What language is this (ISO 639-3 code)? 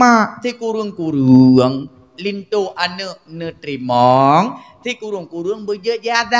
ace